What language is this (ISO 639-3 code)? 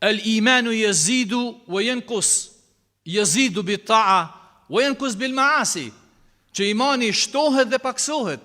sqi